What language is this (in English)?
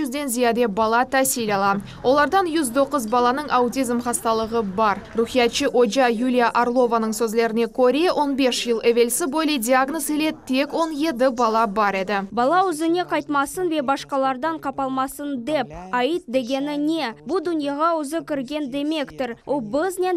Crimean Tatar